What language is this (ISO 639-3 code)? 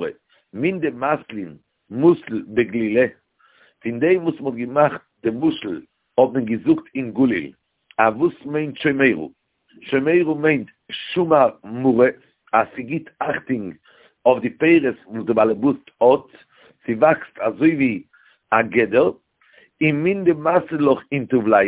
yid